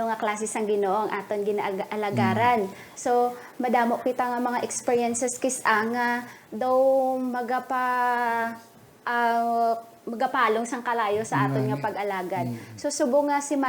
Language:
Hiligaynon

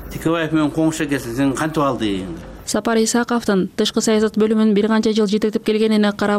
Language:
Kyrgyz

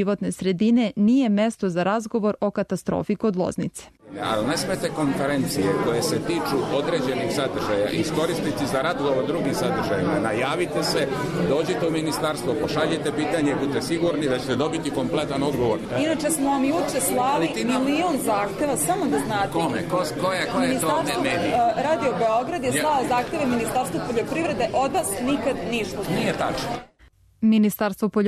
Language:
Serbian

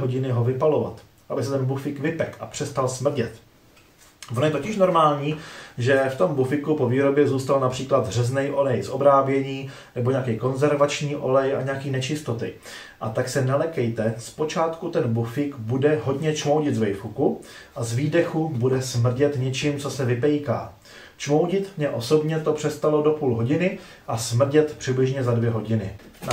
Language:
Czech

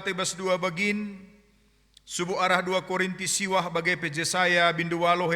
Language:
Batak Karo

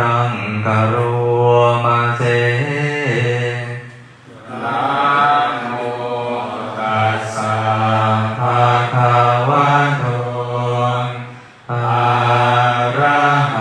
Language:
Thai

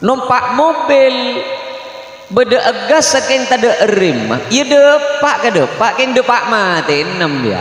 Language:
Madurese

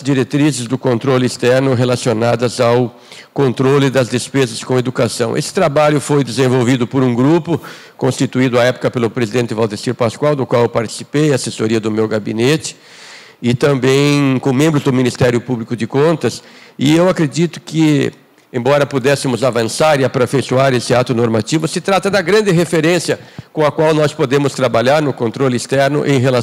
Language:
Portuguese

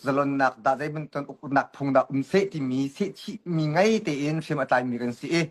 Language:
Hakha Chin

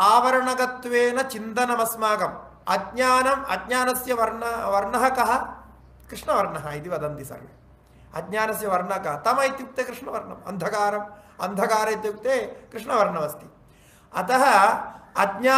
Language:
Sanskrit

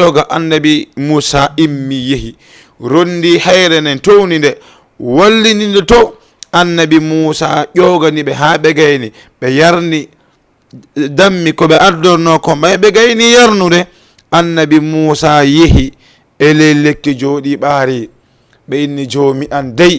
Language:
Fula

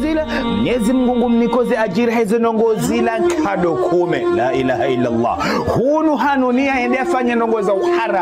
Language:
Ngazidja Comorian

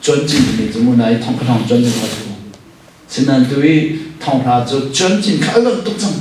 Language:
Hakha Chin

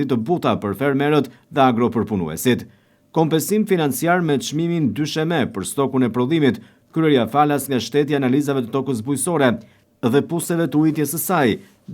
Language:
Albanian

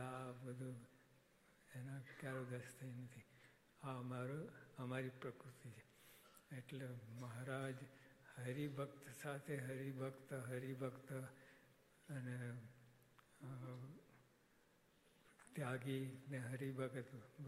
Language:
Gujarati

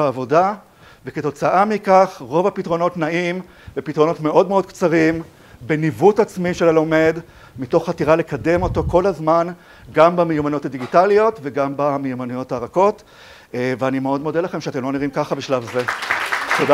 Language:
Hebrew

